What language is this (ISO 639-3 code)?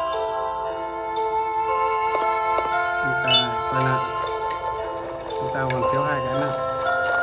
vie